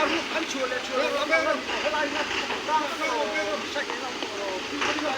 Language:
Mizo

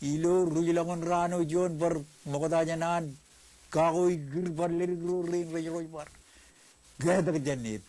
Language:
Marshallese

